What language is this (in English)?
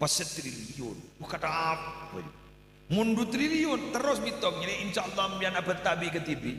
Madurese